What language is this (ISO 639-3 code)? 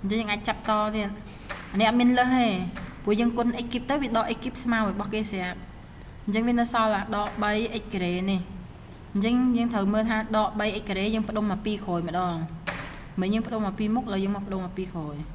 khm